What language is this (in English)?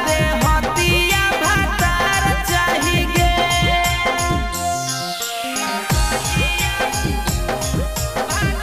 Bhojpuri